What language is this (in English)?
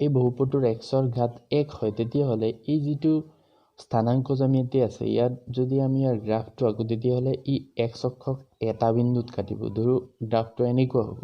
Assamese